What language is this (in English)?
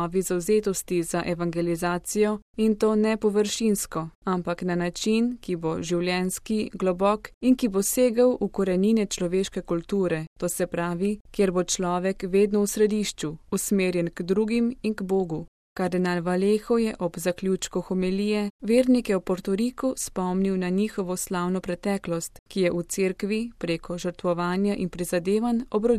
Slovenian